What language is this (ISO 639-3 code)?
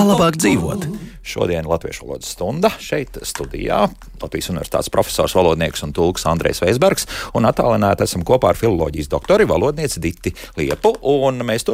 lav